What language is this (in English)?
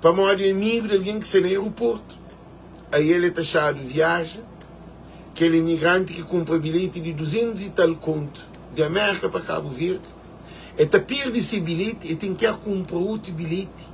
Kabuverdianu